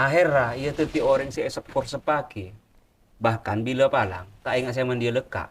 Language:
Madurese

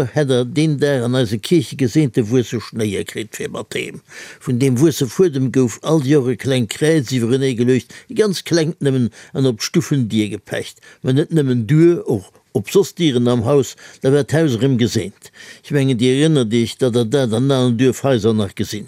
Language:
Luxembourgish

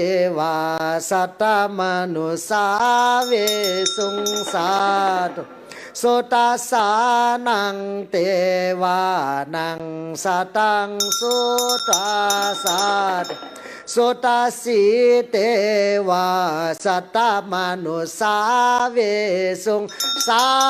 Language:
Pali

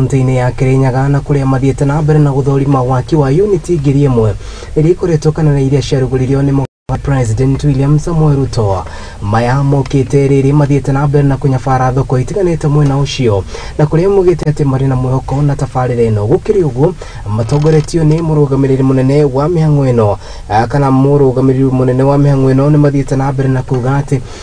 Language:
Kikuyu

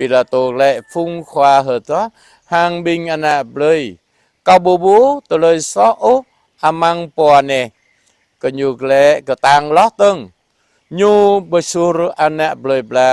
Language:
Jarai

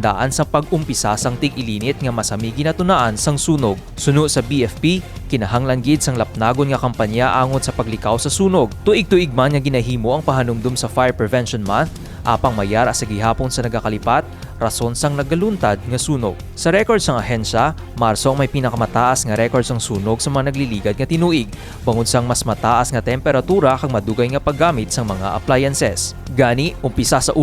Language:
Hiligaynon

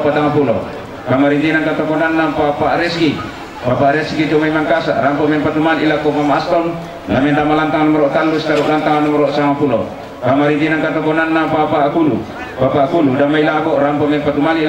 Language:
Toraja-Sa'dan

